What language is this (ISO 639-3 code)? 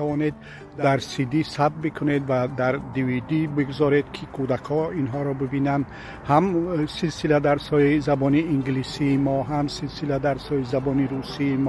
tgk